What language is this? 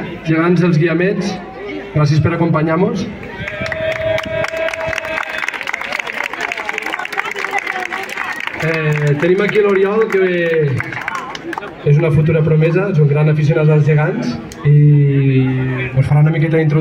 Catalan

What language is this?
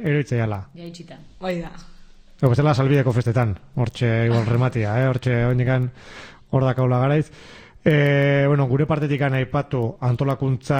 Basque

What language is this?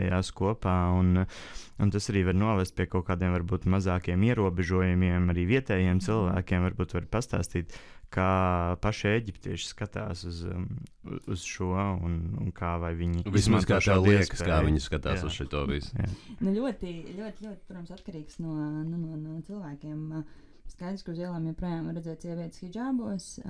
Latvian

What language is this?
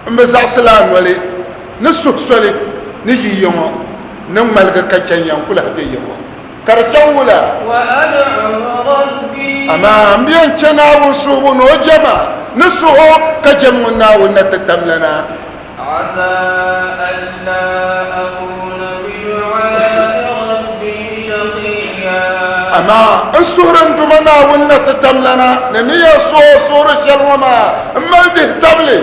Dagbani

